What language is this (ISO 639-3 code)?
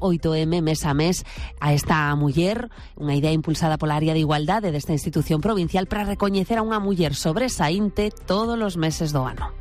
glg